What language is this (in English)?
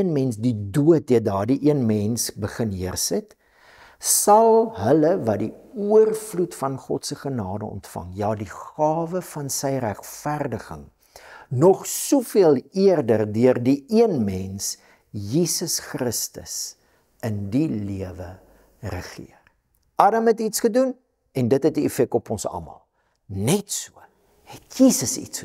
Afrikaans